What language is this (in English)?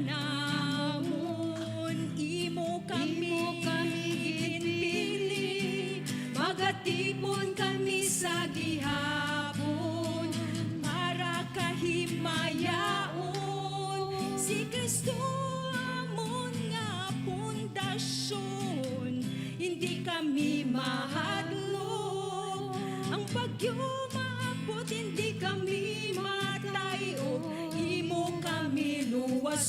Hiligaynon